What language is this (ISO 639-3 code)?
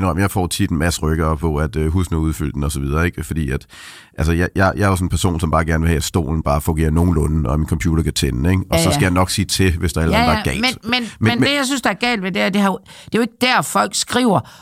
dan